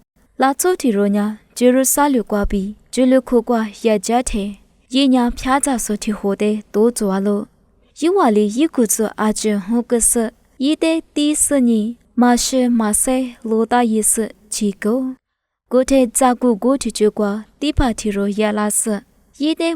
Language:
Lisu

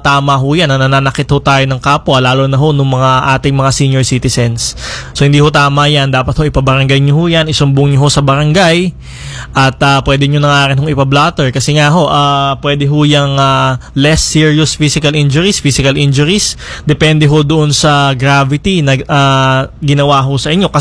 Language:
Filipino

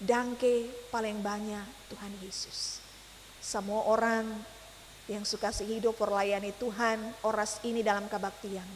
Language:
Ambonese Malay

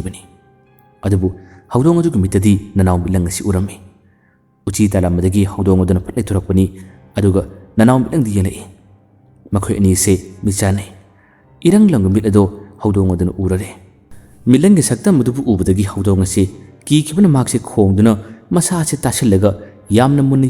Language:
Manipuri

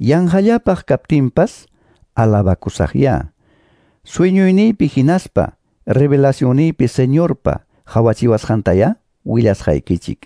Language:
Quechua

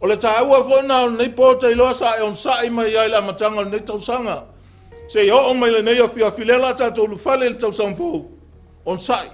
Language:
Samoan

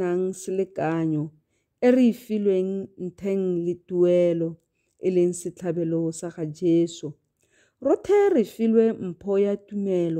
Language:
Tswana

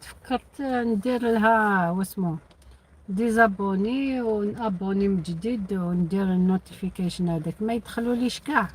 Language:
Algerian Arabic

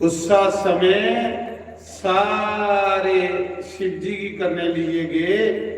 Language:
Dogri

